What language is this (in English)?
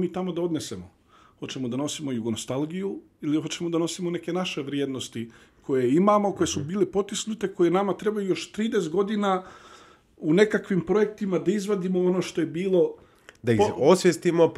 Bosnian